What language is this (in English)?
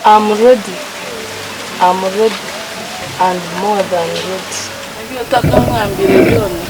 Nyankole